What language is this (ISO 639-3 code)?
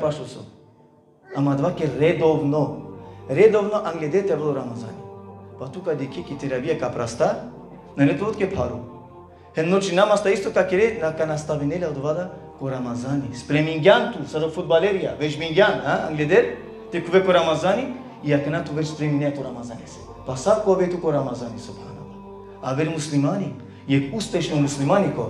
rmn